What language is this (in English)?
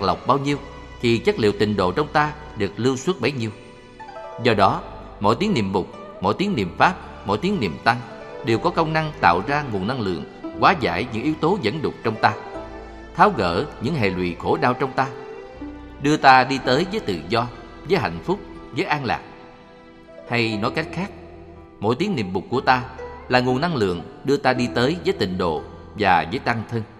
Vietnamese